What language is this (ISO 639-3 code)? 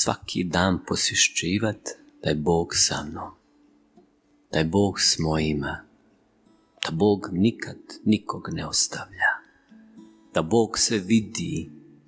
hrv